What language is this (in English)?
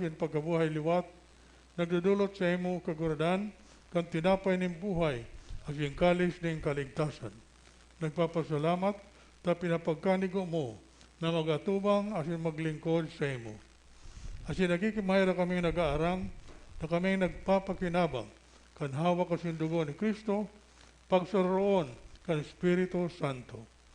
Bikol